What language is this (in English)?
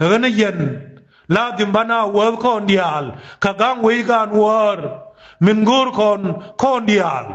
Nuer